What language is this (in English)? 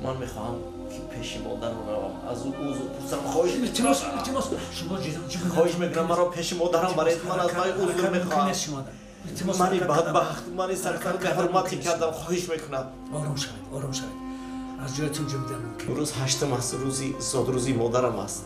Tajik